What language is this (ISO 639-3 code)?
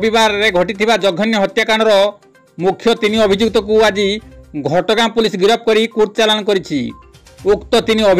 ori